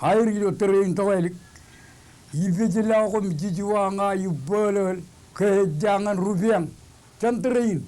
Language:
Marshallese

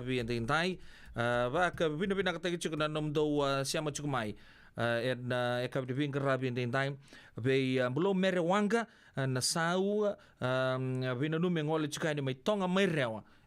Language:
Fijian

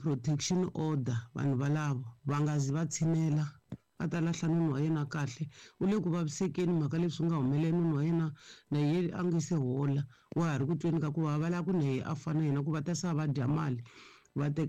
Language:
Tsonga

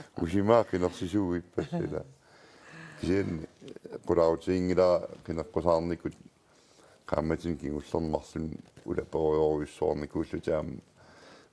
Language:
Kalaallisut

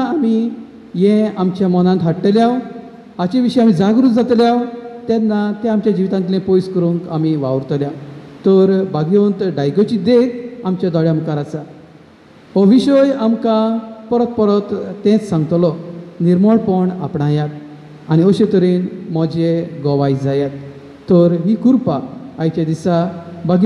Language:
Konkani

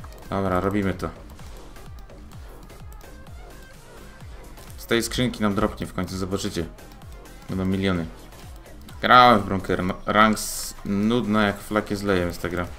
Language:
Polish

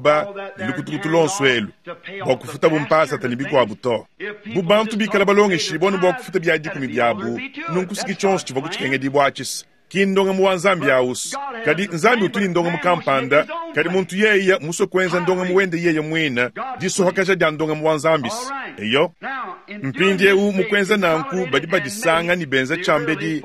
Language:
Luba-Lulua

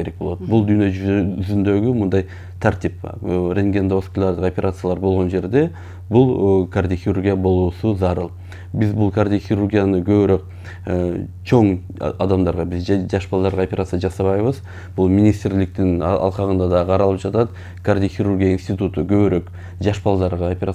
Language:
Kyrgyz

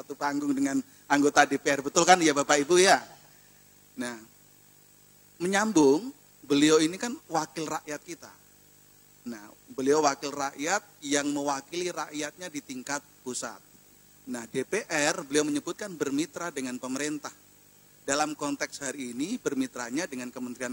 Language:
Indonesian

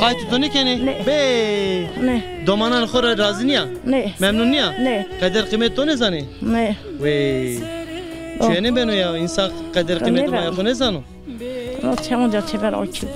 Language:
Zaza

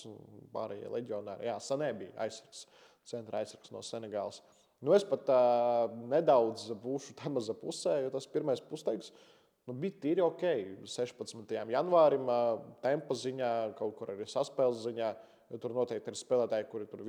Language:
Latvian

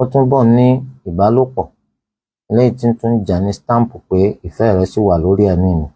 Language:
Yoruba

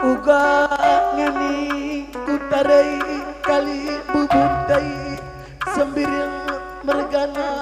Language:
Batak Karo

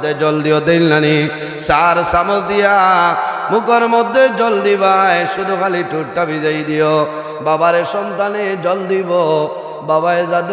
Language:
Sylheti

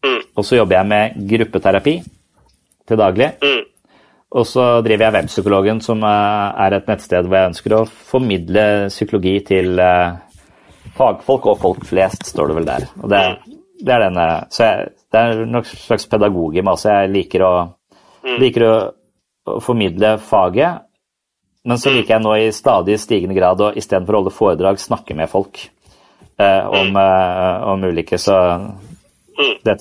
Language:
Norwegian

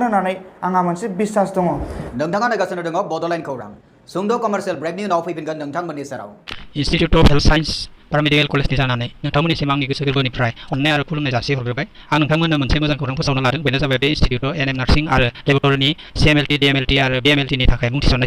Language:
Bodo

